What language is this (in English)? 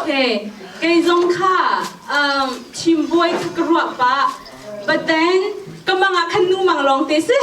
Hakha Chin